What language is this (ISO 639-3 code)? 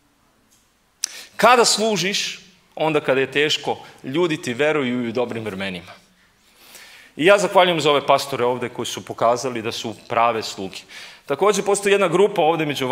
srp